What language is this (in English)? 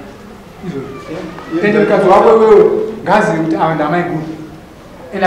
Shona